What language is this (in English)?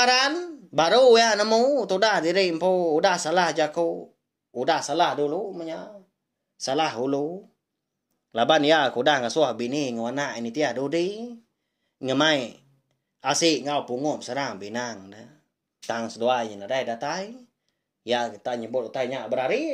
Iban